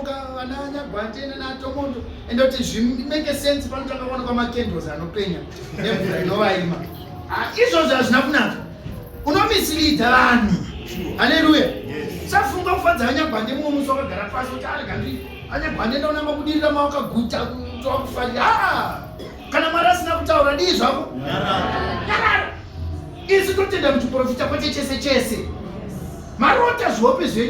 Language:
Shona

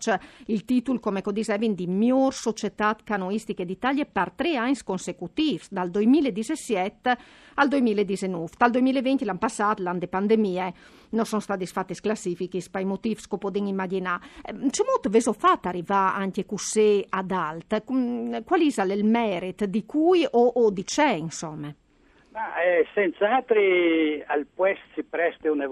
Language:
Friulian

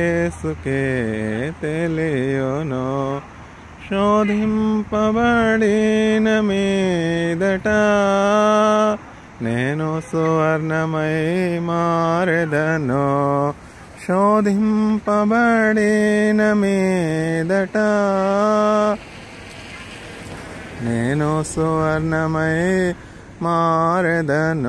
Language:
Telugu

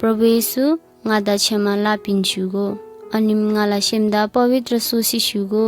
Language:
Eastern Tamang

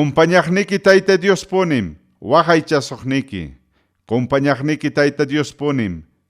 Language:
Ayacucho Quechua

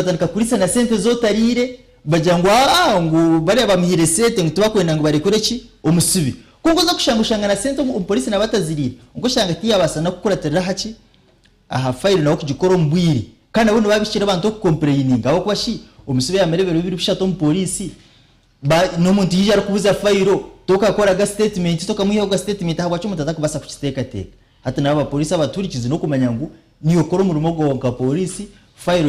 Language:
Nyankole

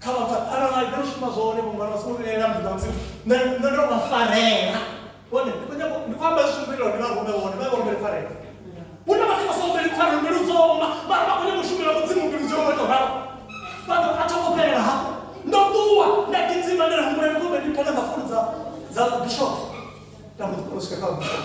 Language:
Venda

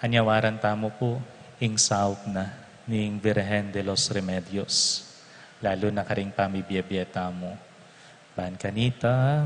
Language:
Pampanga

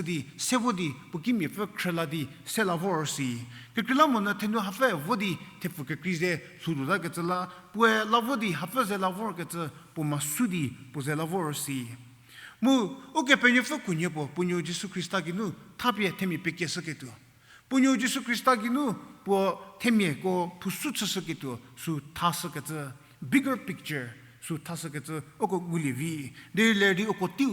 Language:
Angami Naga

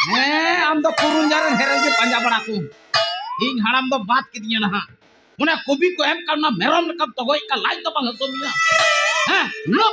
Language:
Santali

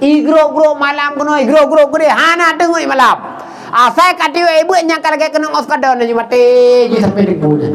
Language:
Achinese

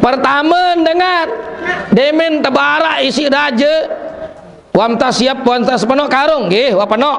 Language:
Sasak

